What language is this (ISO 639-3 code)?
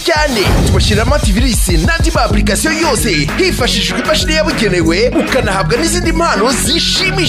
kin